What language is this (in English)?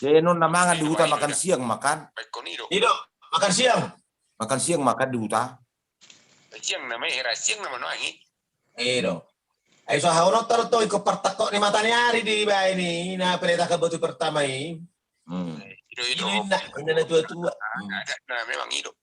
Batak Toba